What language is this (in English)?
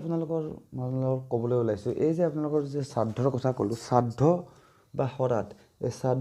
Assamese